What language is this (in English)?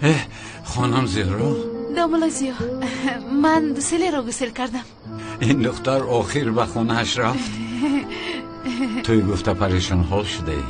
Tajik